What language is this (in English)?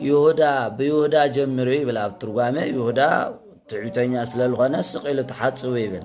Tigrinya